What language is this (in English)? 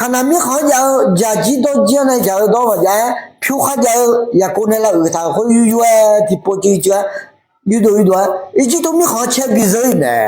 Akha